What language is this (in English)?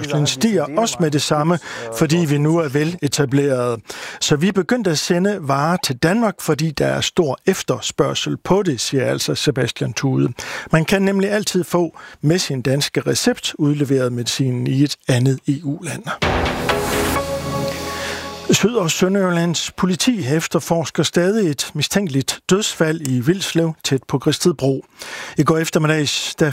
Danish